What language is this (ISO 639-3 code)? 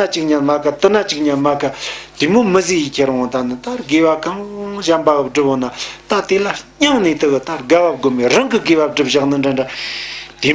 bod